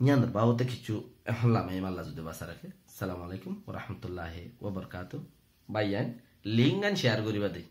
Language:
Rohingya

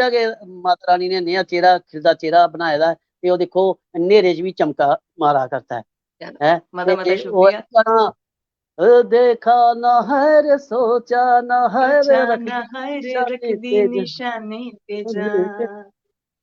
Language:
Dogri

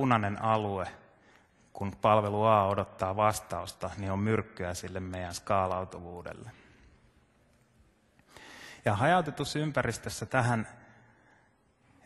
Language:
Finnish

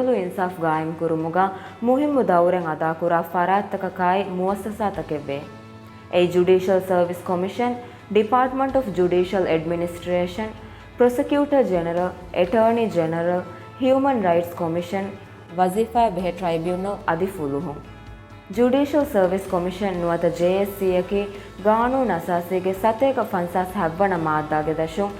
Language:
Divehi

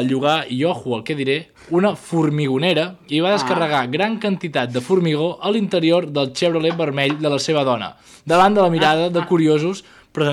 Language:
Catalan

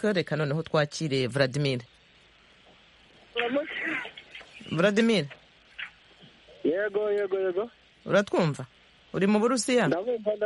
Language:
Kinyarwanda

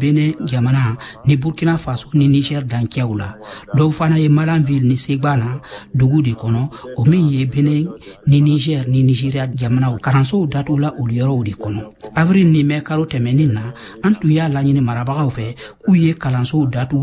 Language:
Bambara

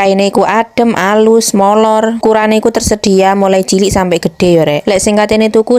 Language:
Javanese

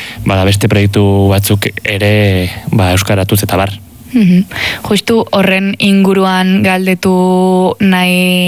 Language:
Basque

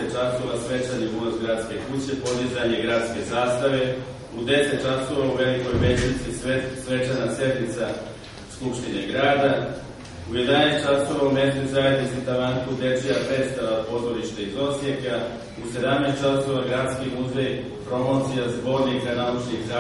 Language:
Serbian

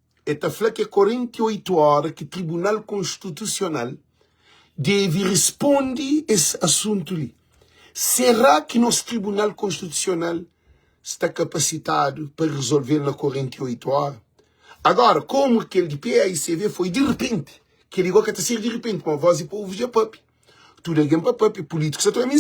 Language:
Kabuverdianu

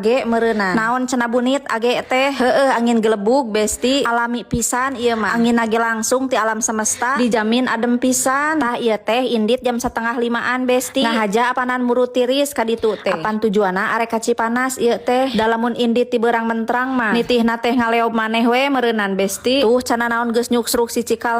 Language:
Sundanese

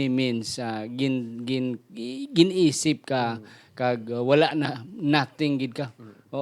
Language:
Hiligaynon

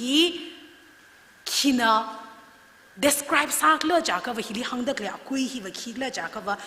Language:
Tangkhul Naga (India)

